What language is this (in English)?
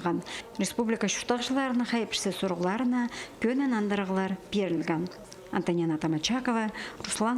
Khakas